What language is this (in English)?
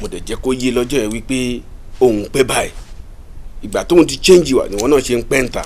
Yoruba